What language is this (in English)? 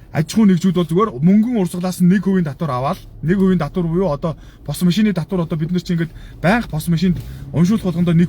Mongolian